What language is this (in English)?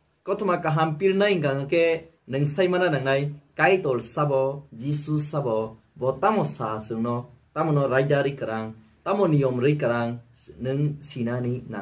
Kok Borok